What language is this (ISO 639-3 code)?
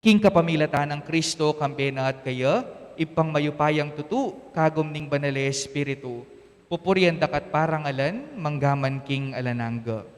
pam